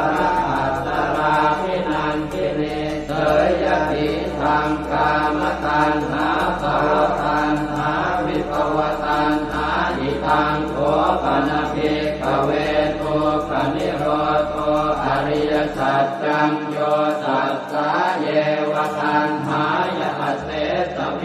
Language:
Pali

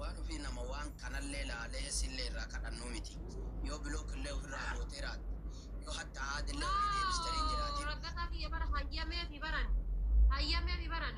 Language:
Oromo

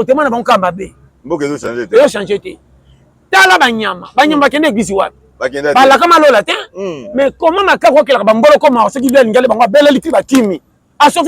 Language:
Lingala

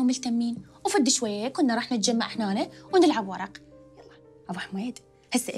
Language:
Mesopotamian Arabic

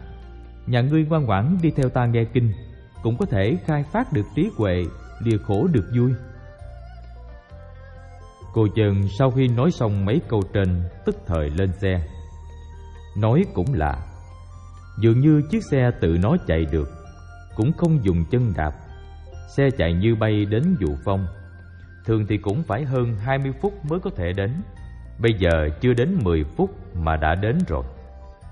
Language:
Vietnamese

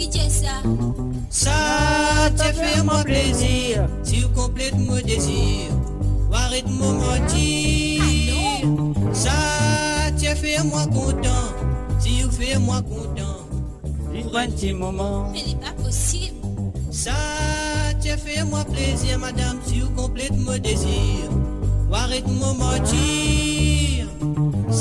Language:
Morisyen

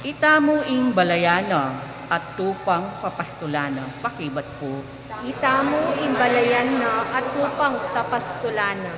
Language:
Pampanga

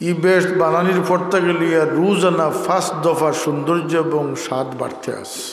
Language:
Sylheti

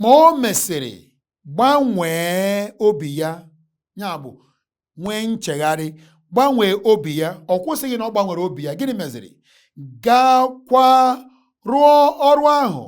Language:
Igbo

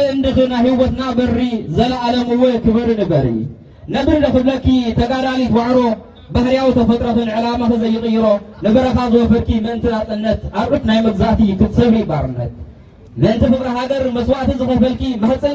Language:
Tigrinya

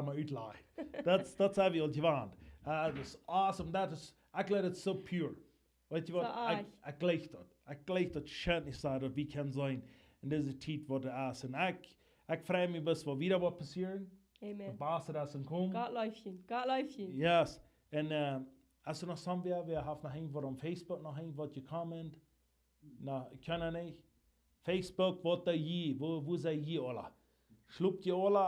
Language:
Plautdietsch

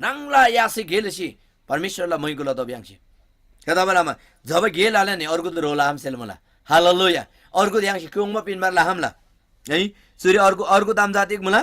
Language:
Eastern Tamang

